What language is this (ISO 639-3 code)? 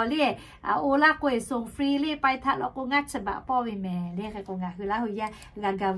lhu